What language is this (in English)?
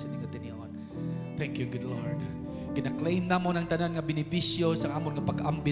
Hiligaynon